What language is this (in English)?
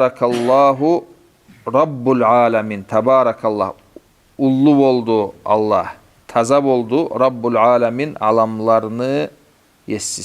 Kumyk